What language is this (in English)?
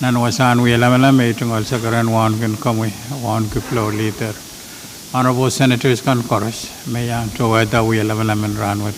Pohnpeian